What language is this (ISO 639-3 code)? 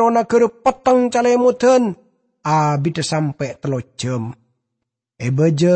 mad